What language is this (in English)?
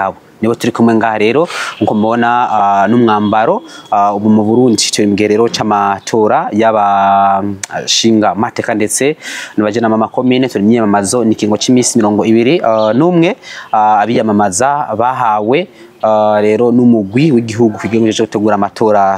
Rundi